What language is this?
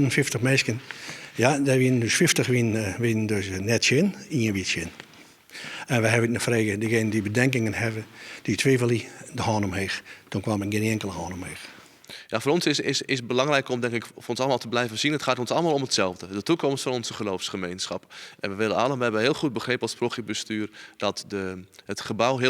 Western Frisian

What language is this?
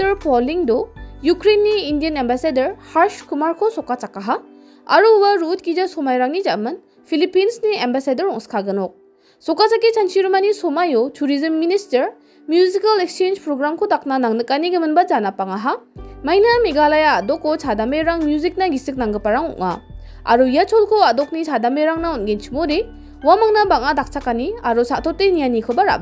Garo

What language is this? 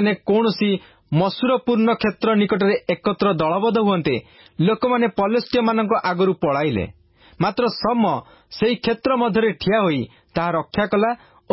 Odia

